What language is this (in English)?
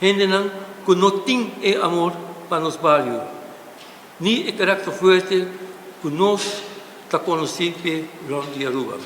Papiamento